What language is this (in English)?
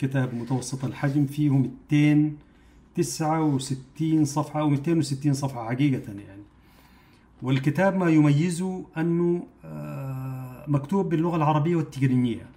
Arabic